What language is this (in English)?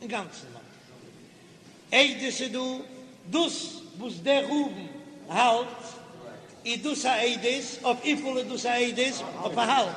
Yiddish